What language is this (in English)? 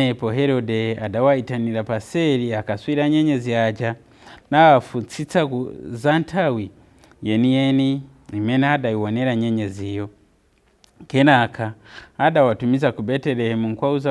Nyanja